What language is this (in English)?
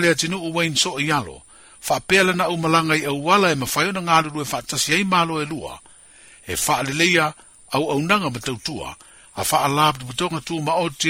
Samoan